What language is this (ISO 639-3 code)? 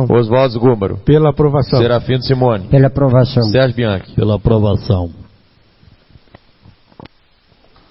por